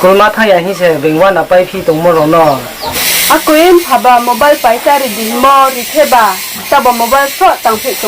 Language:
Riang (India)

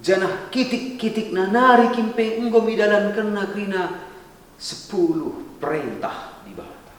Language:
Batak Karo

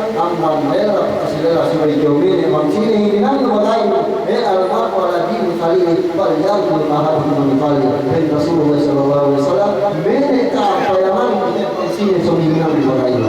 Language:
Yakan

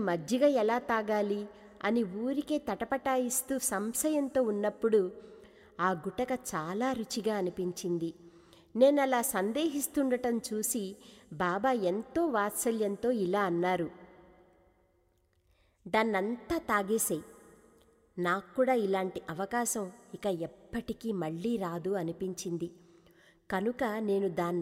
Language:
Telugu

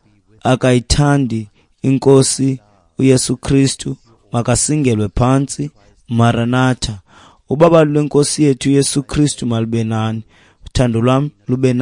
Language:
Xhosa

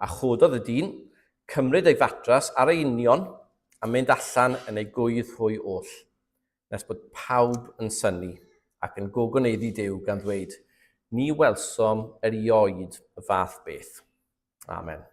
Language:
Welsh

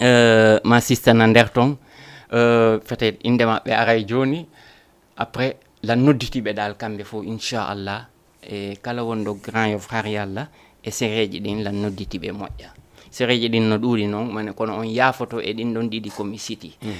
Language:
Fula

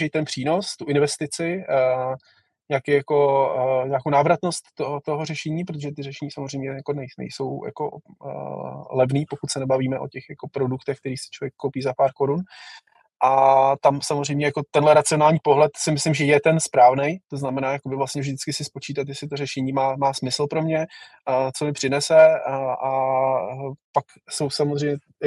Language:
Czech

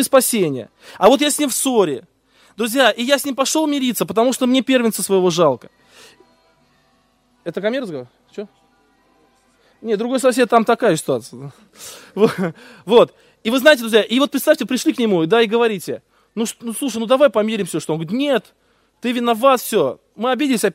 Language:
Russian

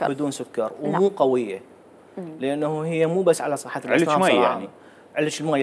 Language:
Mesopotamian Arabic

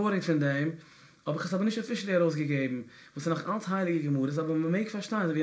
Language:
Yiddish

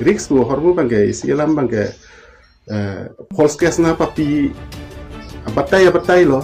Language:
Karbi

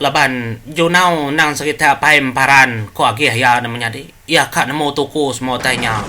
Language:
Iban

